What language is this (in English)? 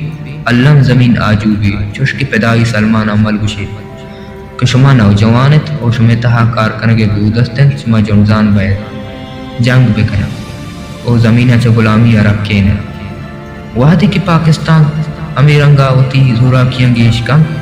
Baluchi